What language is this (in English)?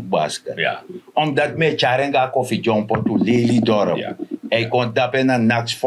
Sranan Tongo